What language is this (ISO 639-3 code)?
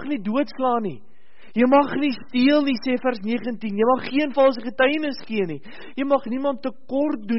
afr